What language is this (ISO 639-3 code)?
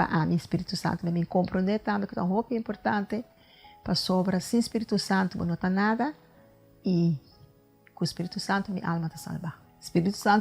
pap